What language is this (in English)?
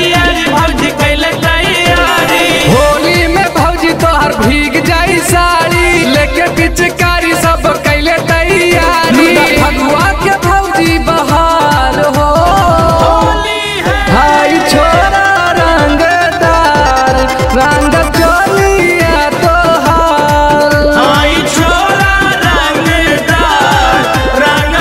Bhojpuri